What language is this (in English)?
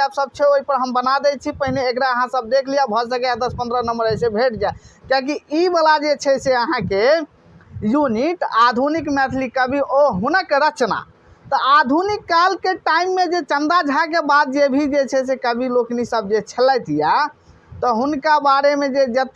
Maithili